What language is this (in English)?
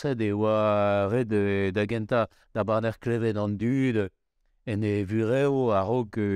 Breton